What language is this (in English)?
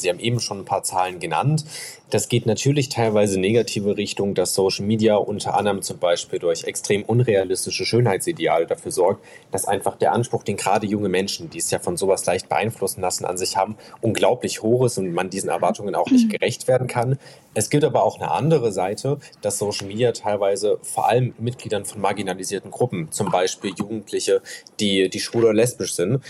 German